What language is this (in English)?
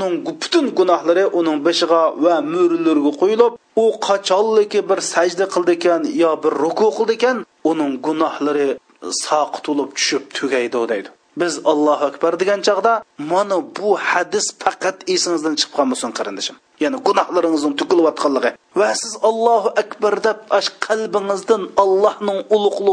Uyghur